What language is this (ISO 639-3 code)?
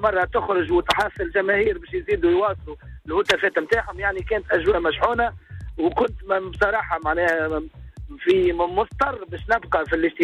aeb